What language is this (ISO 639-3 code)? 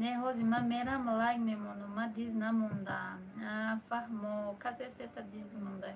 tgk